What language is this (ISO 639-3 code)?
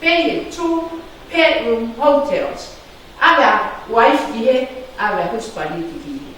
ton